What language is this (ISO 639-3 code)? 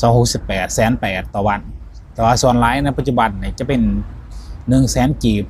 lao